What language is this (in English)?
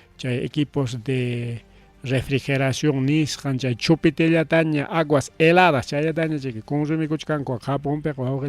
Ayacucho Quechua